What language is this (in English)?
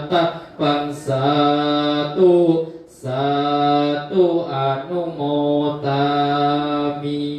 Pali